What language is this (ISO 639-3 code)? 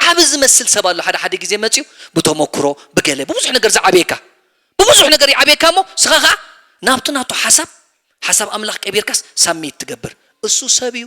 tir